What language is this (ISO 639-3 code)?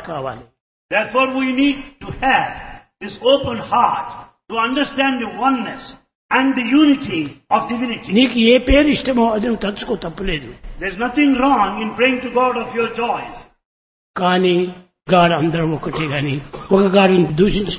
tel